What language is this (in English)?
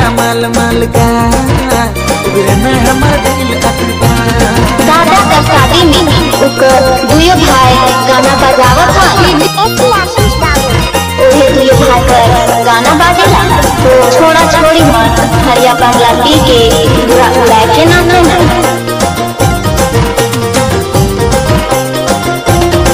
Sadri